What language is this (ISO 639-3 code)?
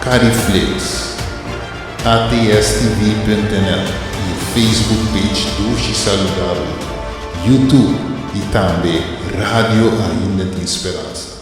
pap